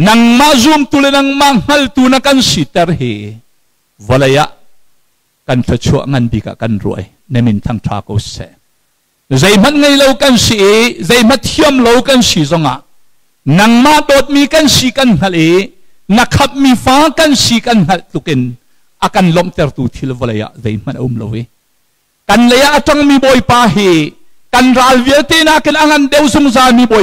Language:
Hakha Chin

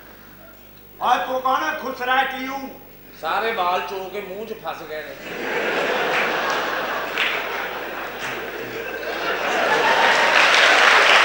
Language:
Punjabi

